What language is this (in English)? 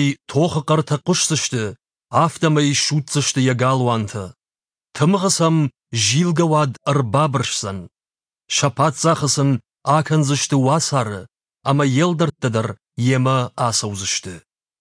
Ossetic